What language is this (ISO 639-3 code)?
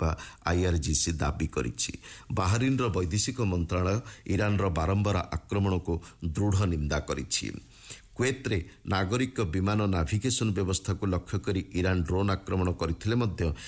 ori